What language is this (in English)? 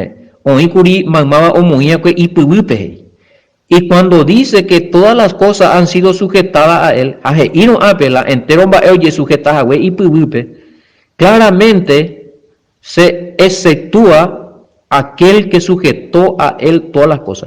Guarani